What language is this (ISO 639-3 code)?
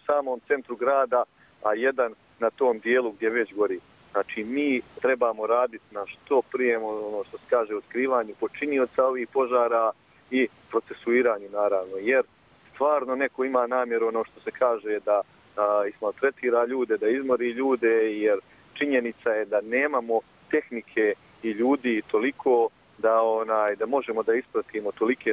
srp